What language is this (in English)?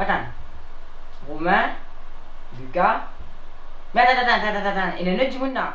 Morisyen